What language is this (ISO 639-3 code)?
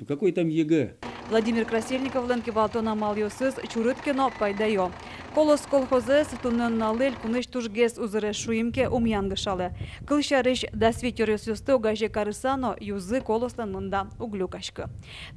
udm